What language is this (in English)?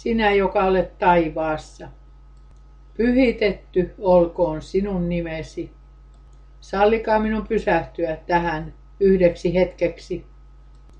Finnish